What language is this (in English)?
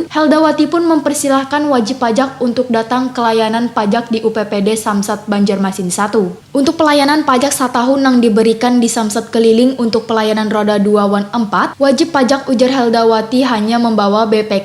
Banjar